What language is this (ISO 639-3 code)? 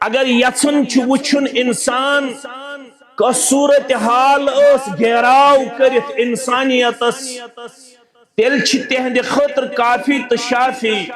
kas